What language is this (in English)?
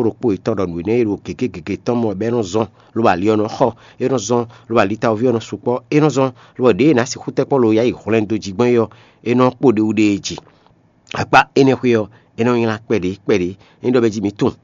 Fon